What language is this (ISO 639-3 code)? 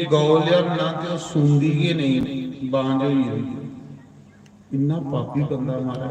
doi